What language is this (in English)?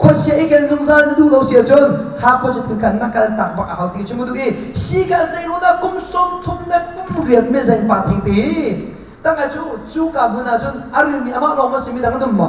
Hakha Chin